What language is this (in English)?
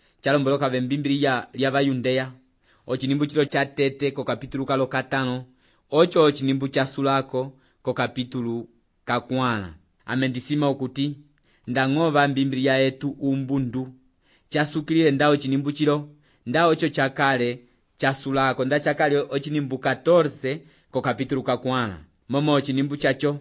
Umbundu